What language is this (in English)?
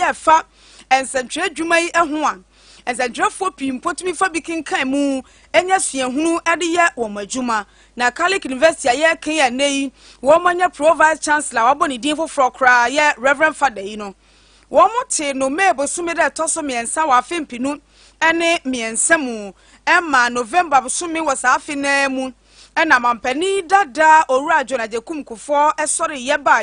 Akan